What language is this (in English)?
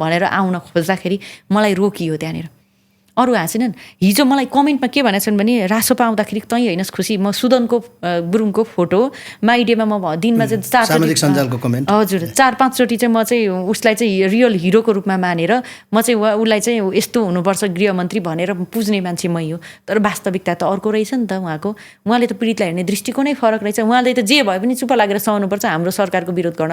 Nepali